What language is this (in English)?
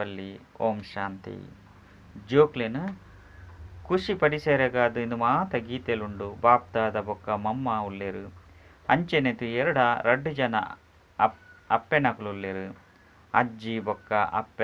Tulu